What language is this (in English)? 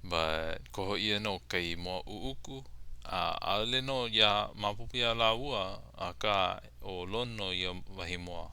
Hawaiian